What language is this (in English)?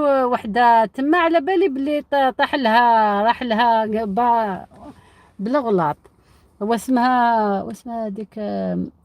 Algerian Arabic